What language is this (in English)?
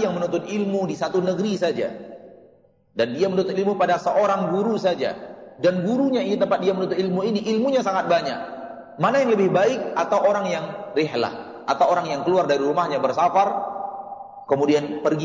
Indonesian